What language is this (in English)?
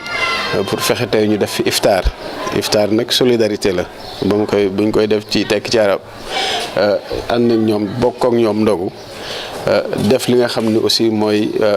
Wolof